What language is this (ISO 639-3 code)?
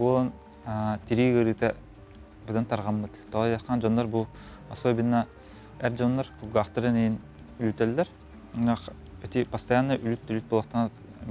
sah